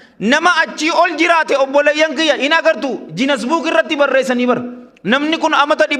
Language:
Oromo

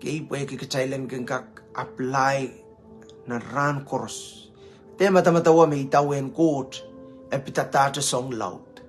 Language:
Pohnpeian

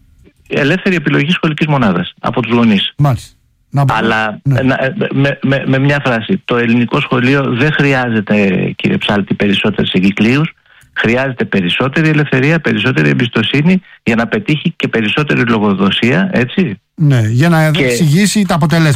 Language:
Greek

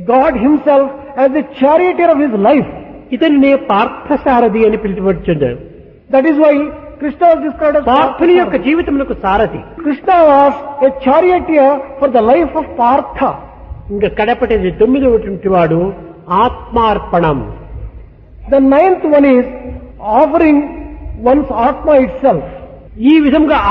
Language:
Telugu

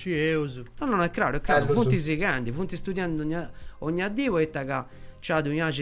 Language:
Sardinian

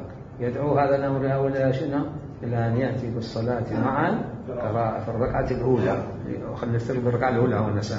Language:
Mesopotamian Arabic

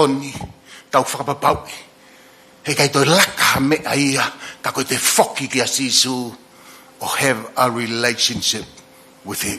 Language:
Tongan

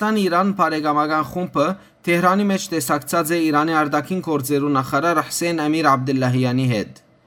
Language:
Western Armenian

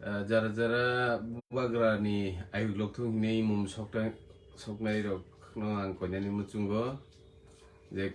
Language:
Kok Borok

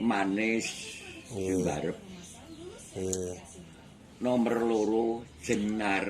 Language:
Javanese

